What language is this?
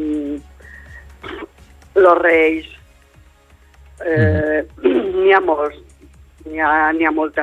Catalan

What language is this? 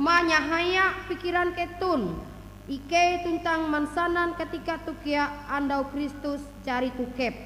Ngaju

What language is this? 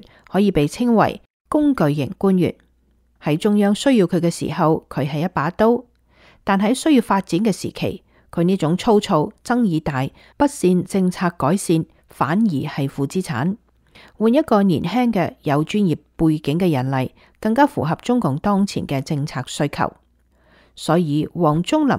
Cantonese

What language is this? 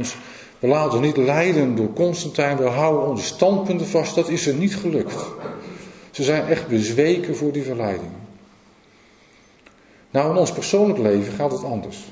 Dutch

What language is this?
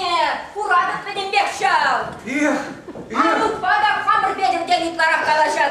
Chuvash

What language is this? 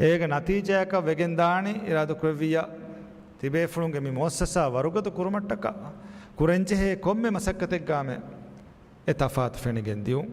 Divehi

